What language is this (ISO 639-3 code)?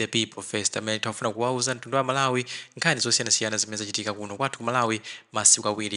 nya